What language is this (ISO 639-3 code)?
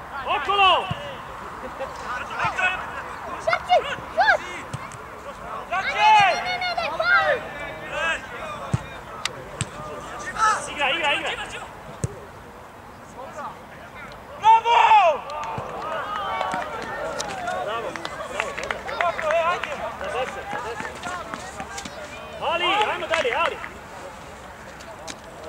hrv